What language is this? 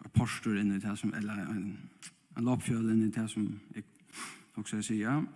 Faroese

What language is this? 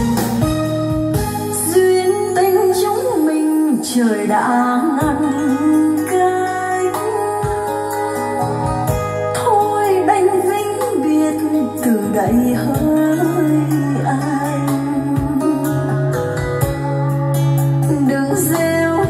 Vietnamese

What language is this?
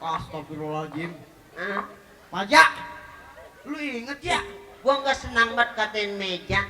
Betawi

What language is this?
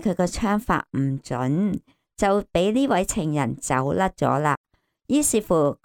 Cantonese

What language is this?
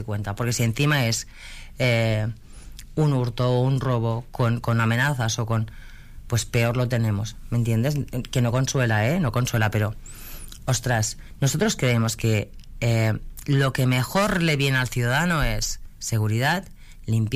Spanish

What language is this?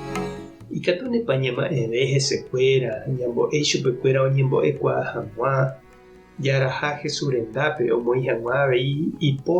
Guarani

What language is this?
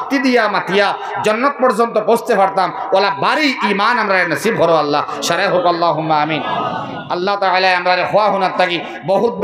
Sylheti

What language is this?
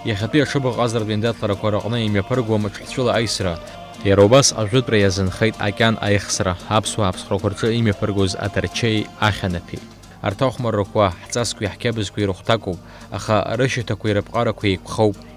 Abkhazian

